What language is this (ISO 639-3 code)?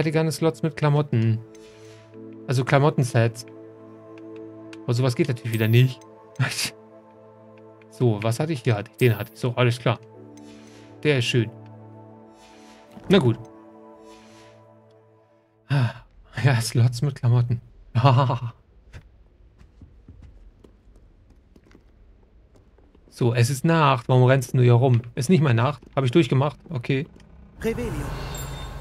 deu